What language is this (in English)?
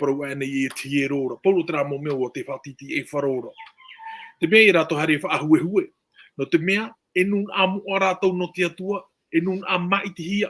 Tahitian